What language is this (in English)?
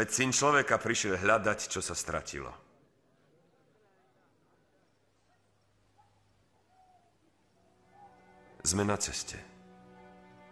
Slovak